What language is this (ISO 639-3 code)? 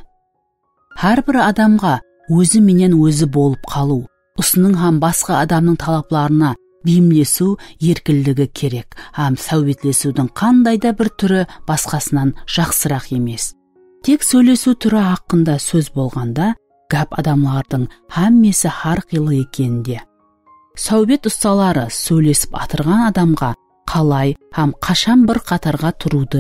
kaa